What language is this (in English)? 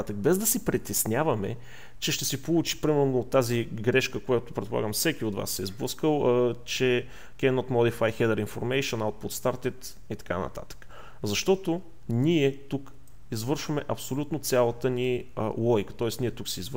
Bulgarian